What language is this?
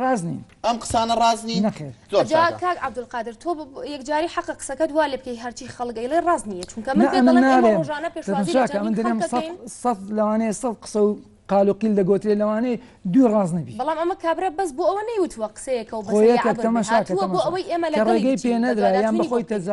Central Kurdish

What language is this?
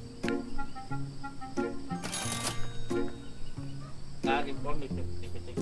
Bangla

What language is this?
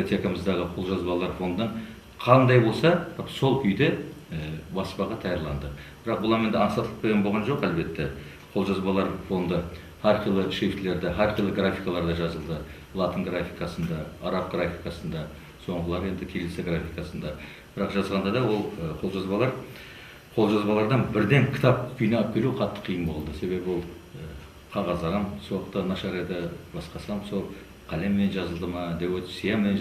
Kara-Kalpak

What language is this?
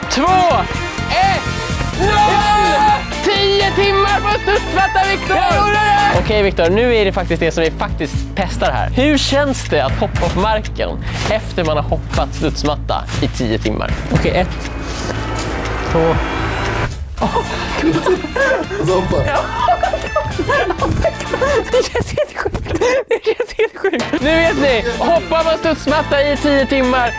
Swedish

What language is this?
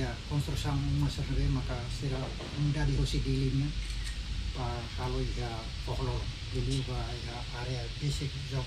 Tetum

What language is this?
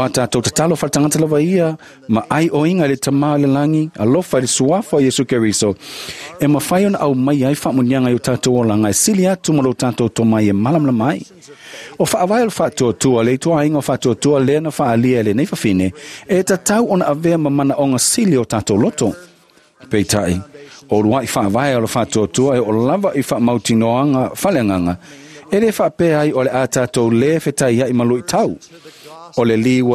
Samoan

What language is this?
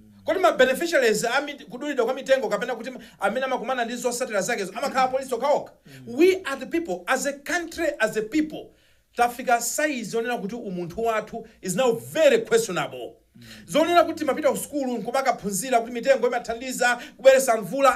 Nyanja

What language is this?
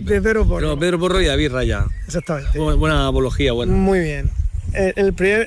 Spanish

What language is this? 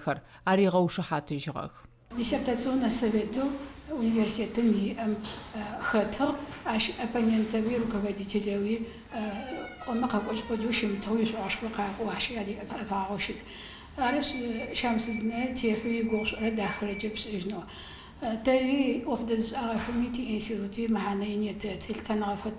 Adyghe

